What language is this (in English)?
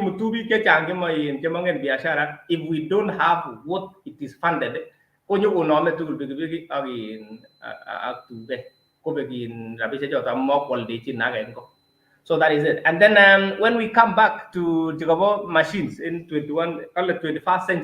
Kalenjin